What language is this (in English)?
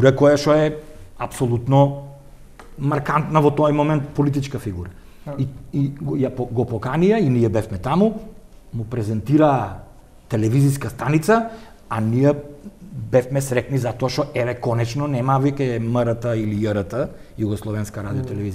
Macedonian